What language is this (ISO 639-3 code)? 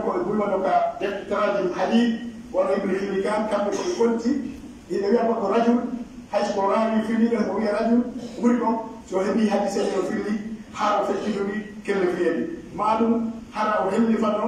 fuf